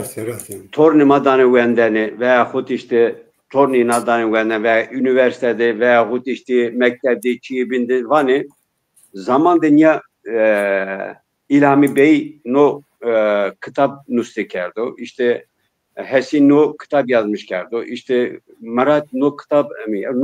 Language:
Zaza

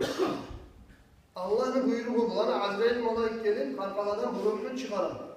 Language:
Kumyk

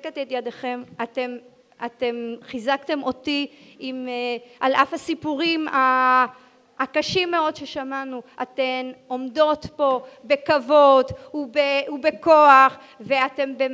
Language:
Hebrew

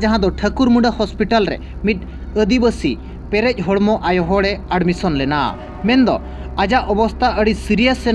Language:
Santali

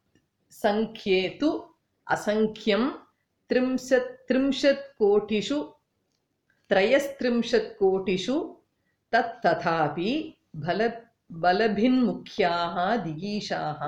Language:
Sanskrit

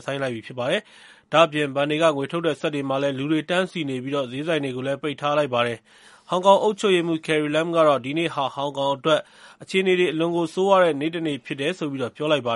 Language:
Burmese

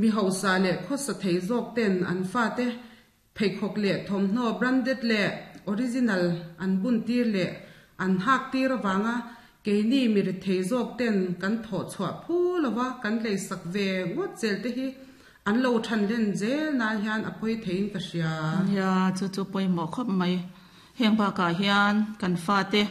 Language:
Mizo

